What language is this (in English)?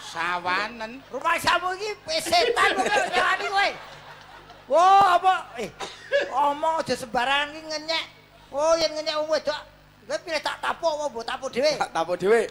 Javanese